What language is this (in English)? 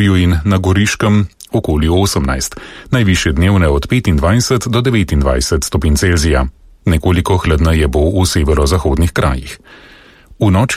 Slovenian